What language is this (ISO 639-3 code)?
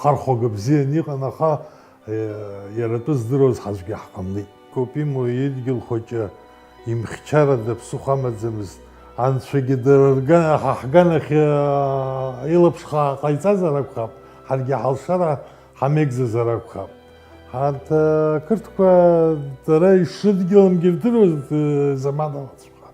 abk